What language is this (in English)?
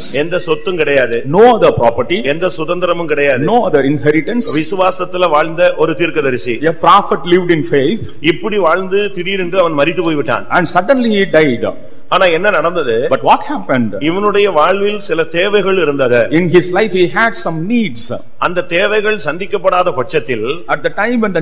Tamil